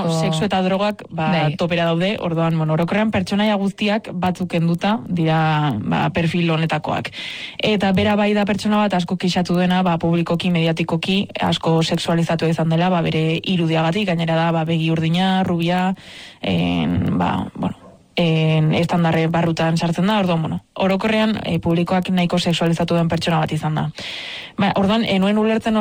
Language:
Basque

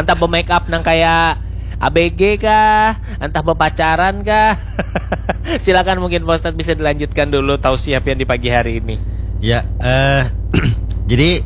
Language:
Banjar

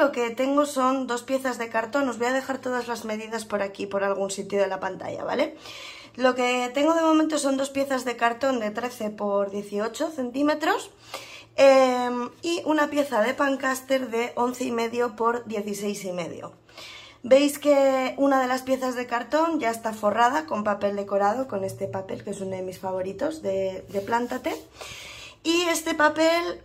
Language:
Spanish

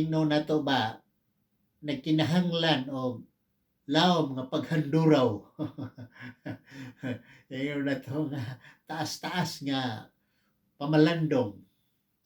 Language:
Cebuano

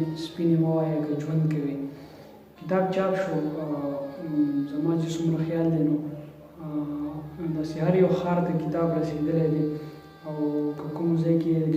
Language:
Pashto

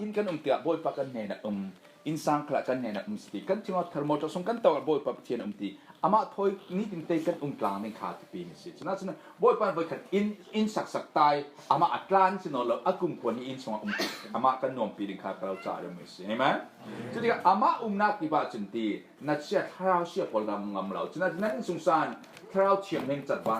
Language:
Falam Chin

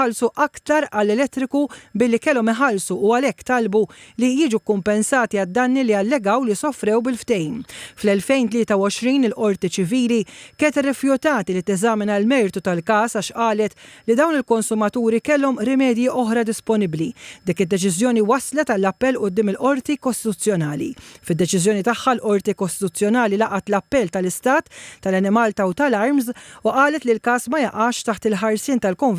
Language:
Maltese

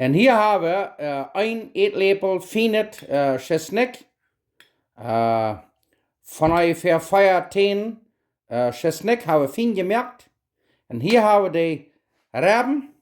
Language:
Plautdietsch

